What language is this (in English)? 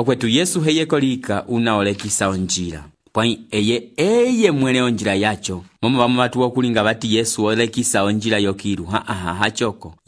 Umbundu